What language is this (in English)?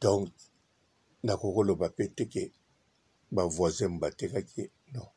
Lingala